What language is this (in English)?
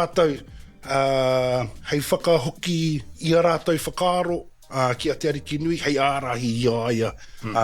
Māori